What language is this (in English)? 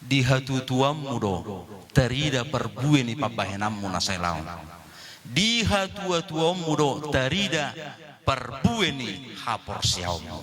Batak Toba